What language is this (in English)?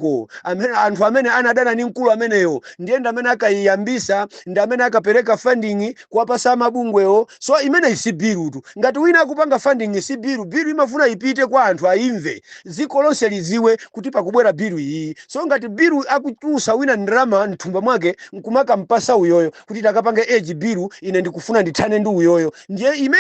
Nyanja